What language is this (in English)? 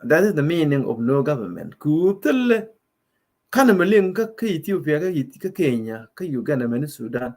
Nuer